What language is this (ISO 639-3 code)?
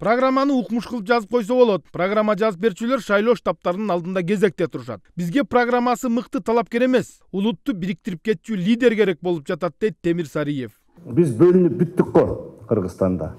kir